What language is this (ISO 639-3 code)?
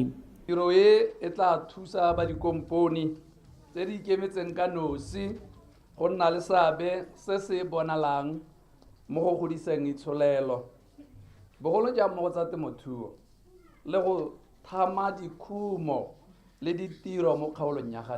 tsn